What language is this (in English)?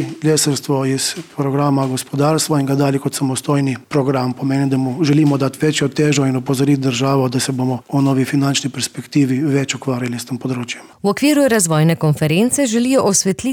Slovenian